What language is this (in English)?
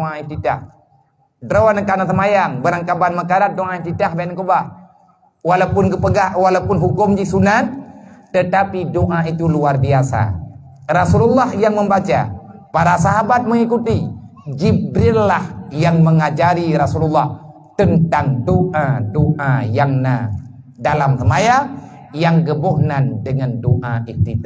Achinese